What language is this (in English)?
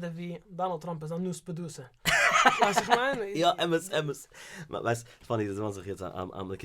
Yiddish